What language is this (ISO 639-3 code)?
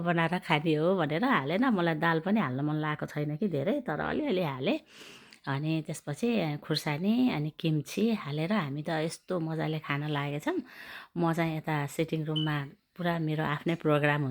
nep